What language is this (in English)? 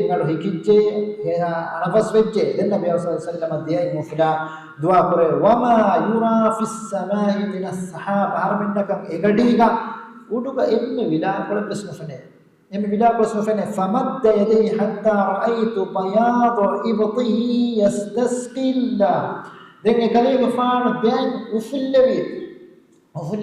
Divehi